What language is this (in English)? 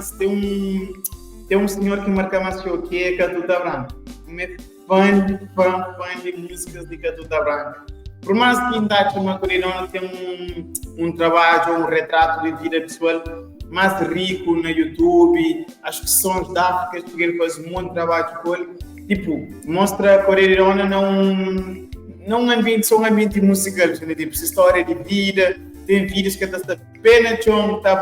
Kabuverdianu